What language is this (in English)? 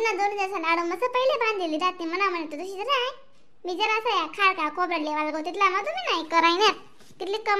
Khandesi